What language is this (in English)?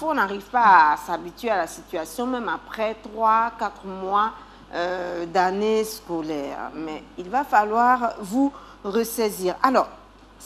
French